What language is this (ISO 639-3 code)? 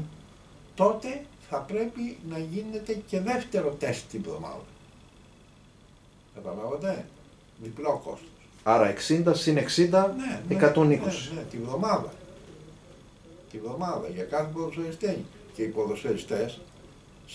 ell